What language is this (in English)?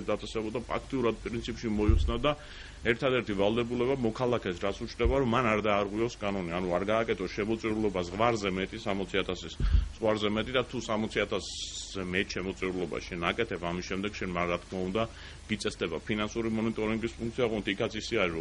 Georgian